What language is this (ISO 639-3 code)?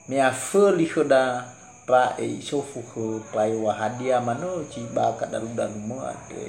nia